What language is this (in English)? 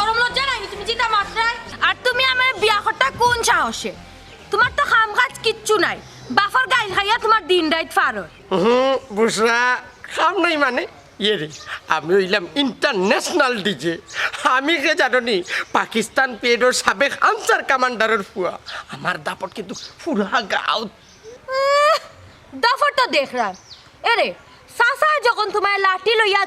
Sylheti